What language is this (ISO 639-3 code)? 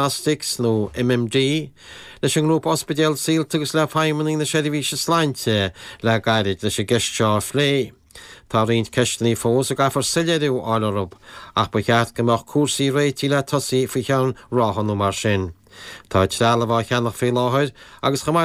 gle